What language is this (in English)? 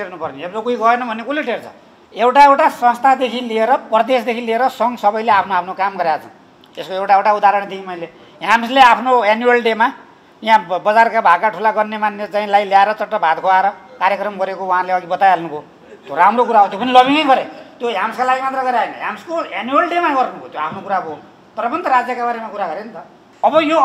Nepali